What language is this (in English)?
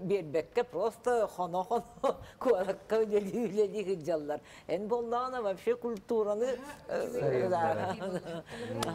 Yakut